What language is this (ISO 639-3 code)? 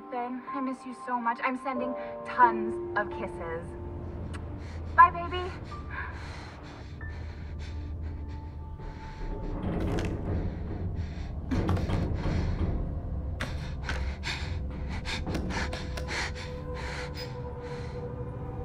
eng